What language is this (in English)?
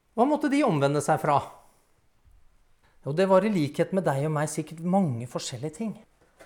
Norwegian